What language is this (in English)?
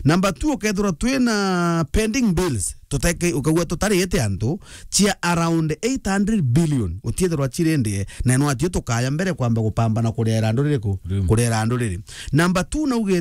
Meru